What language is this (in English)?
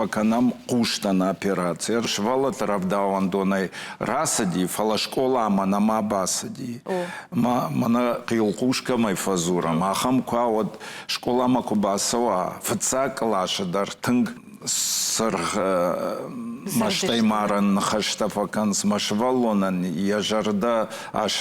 Ossetic